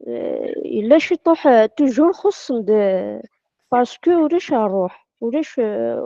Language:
Kabyle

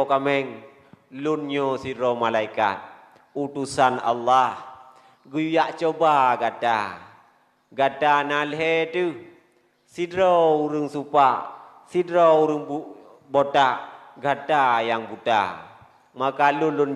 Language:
Achinese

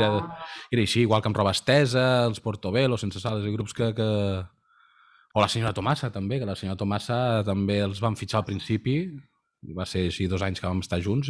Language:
Catalan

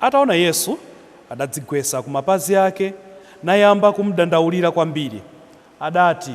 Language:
Nyanja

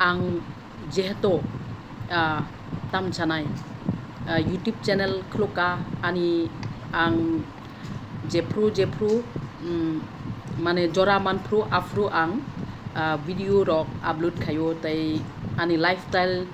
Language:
Kok Borok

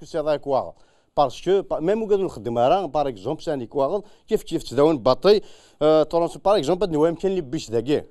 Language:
Kabyle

